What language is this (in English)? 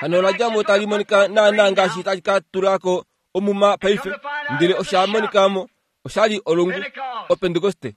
Kuanyama